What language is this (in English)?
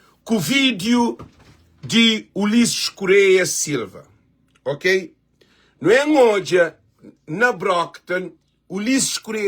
Kabuverdianu